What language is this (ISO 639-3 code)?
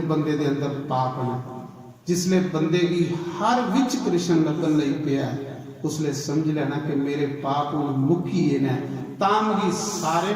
doi